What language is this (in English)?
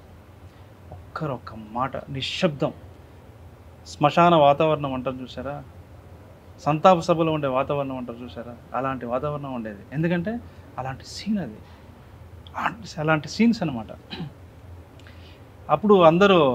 Telugu